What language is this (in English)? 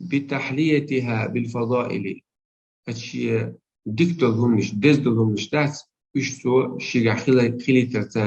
Chechen